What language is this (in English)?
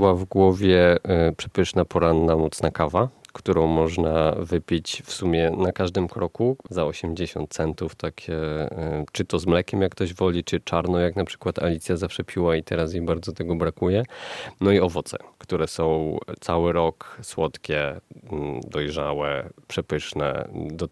Polish